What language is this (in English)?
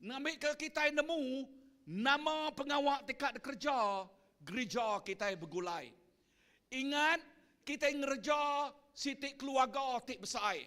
Iban